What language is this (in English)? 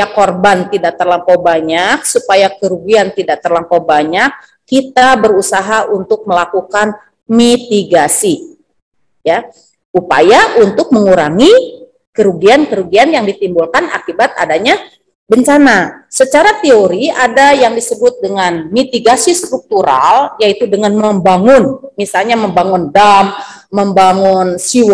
Indonesian